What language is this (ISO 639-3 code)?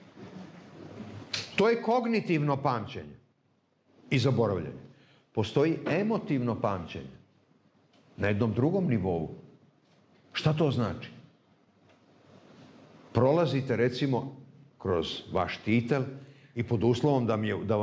srp